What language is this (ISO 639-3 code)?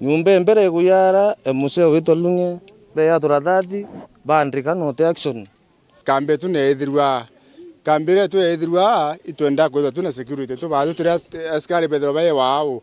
mer